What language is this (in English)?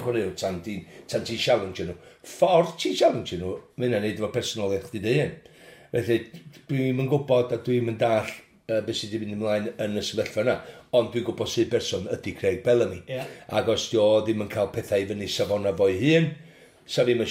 Welsh